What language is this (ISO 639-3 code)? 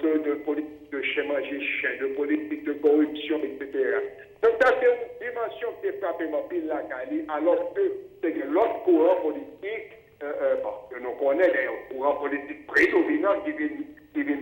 hat